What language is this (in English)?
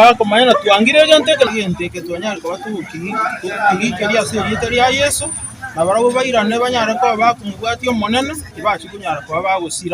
Gusii